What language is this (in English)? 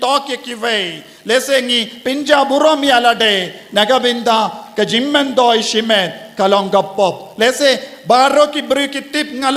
Khasi